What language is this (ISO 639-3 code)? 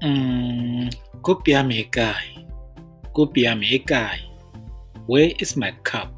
tsn